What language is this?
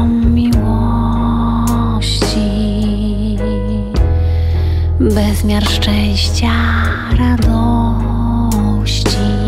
Polish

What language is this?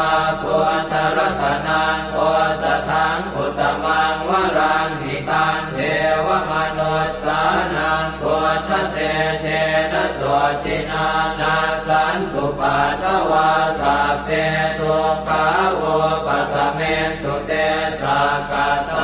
Pali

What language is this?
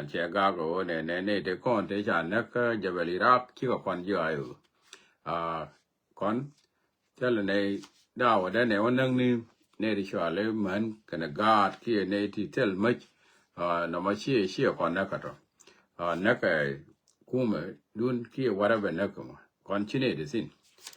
Nuer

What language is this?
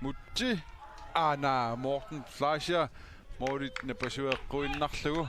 Kalaallisut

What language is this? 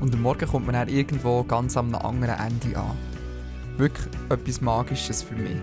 Swiss German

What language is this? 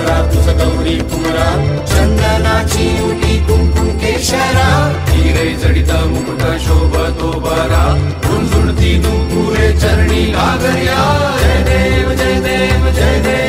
Marathi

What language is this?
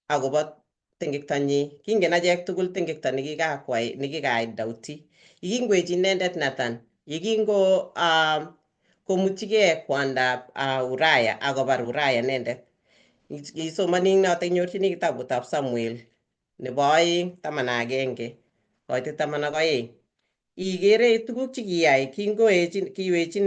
Kalenjin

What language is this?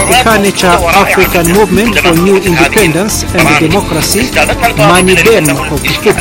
Swahili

